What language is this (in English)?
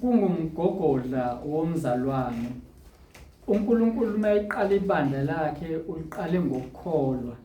Zulu